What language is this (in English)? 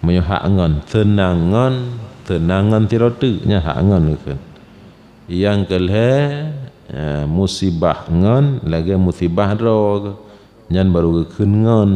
Achinese